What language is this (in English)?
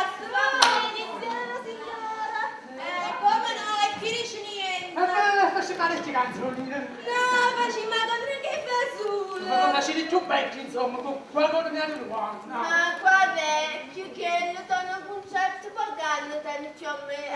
Neapolitan